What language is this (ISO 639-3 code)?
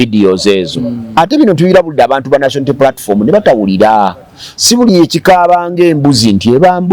lug